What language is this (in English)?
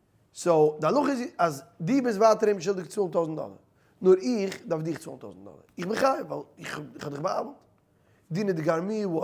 Yiddish